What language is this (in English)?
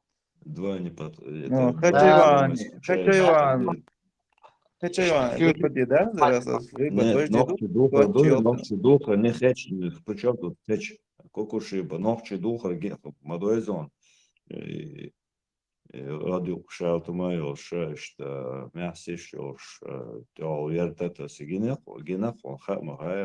Chechen